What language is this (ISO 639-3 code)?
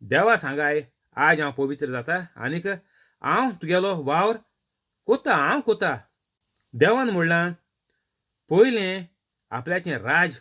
kok